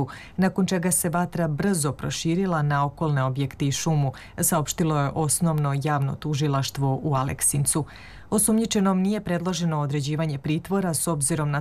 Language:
Serbian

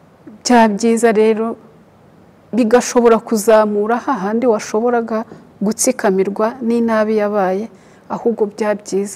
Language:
Kinyarwanda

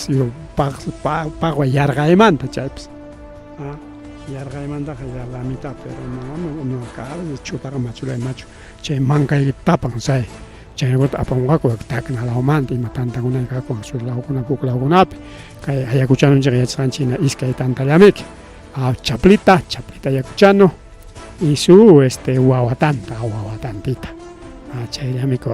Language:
Ayacucho Quechua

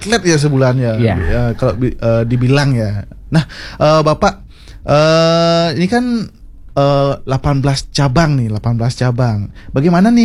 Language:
Indonesian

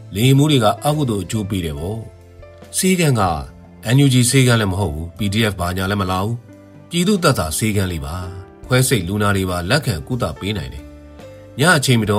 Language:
Burmese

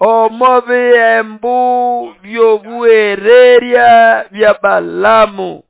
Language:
Nande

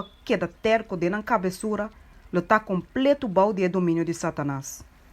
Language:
Papiamento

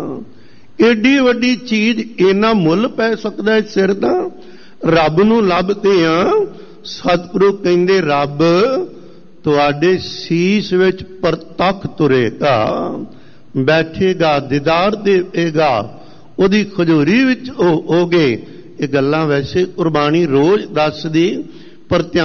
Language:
Punjabi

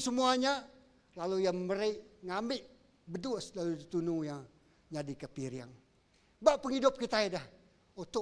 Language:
Iban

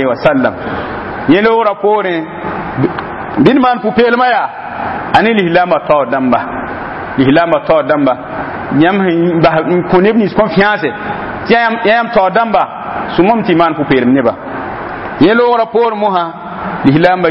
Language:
Mossi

